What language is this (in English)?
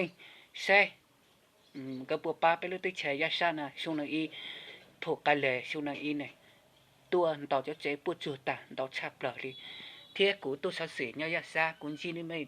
Hmong